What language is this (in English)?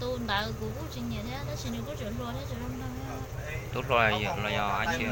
Hmong